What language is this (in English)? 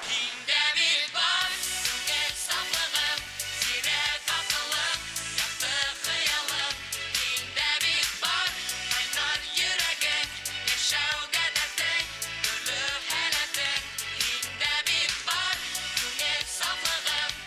Bashkir